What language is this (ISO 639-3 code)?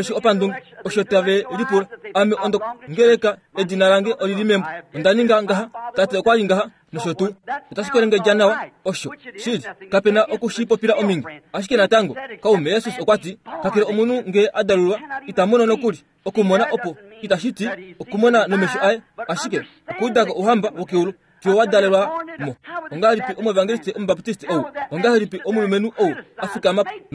kua